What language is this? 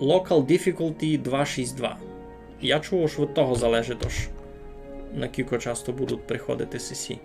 Rusyn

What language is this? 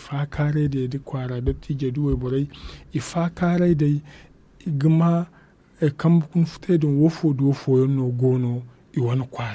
Zarma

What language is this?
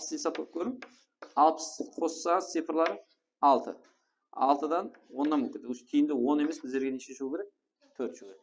Kara-Kalpak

